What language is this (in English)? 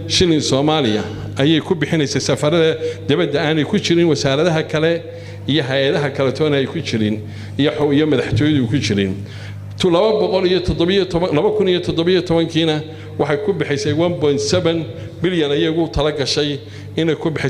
Somali